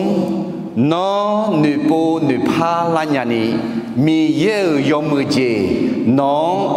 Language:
Akha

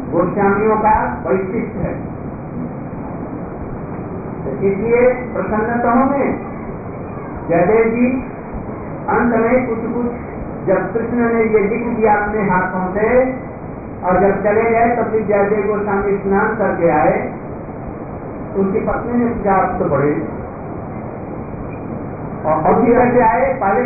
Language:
Hindi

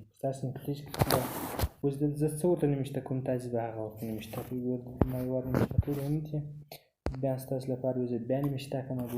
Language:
Pashto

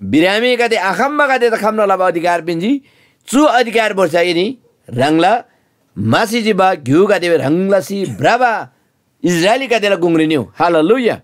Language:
Eastern Tamang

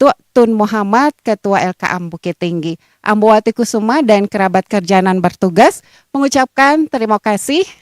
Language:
Minangkabau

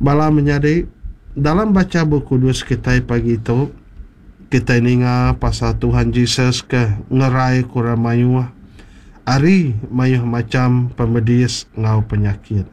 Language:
Iban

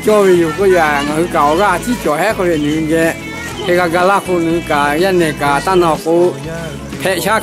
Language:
Lahu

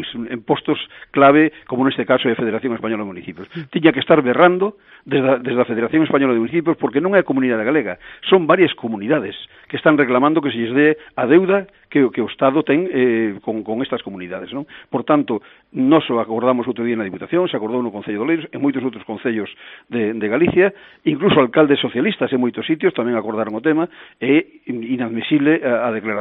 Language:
Galician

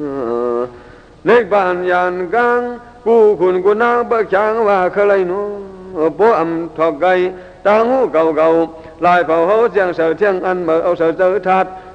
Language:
Shan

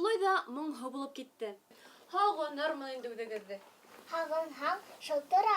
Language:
Bashkir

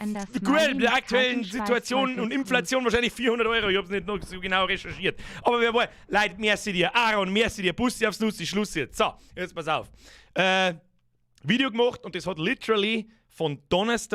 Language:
Bavarian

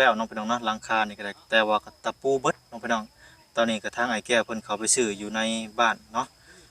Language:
Lao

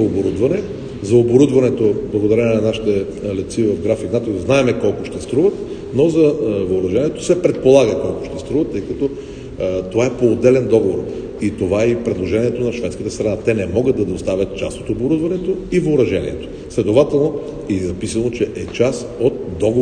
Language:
Bulgarian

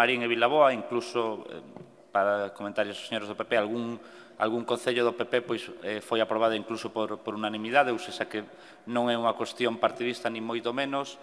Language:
Galician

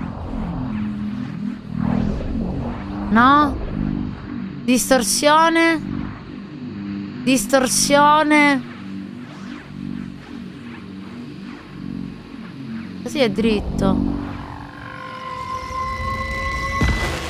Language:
Italian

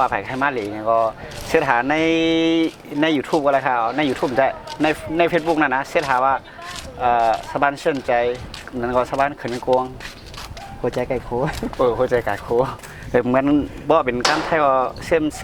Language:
Shan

